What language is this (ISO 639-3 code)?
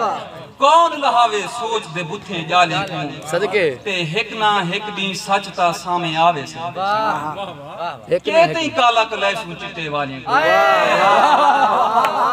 skr